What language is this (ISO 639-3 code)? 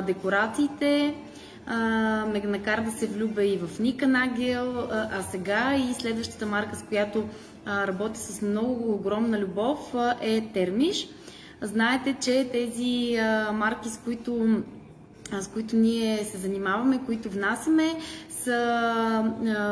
bul